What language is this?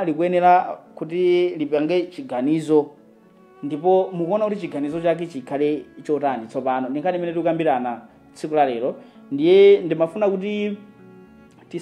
Nyanja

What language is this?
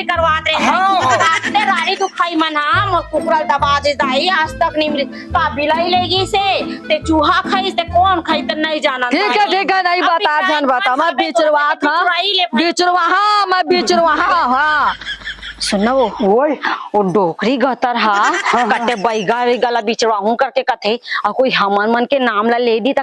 Chhattisgarhi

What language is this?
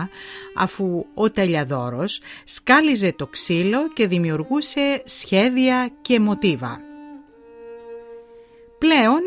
Greek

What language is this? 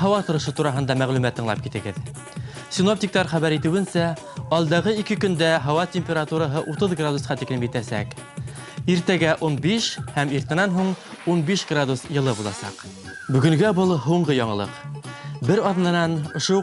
Bashkir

